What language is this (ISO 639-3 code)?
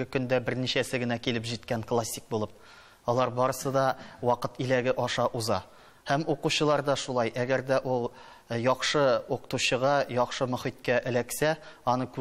tat